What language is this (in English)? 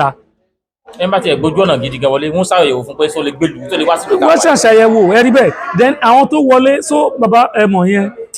Yoruba